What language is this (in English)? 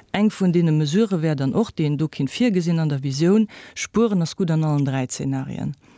Luxembourgish